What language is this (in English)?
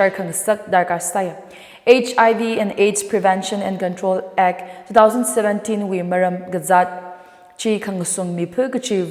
Tangkhul Naga (India)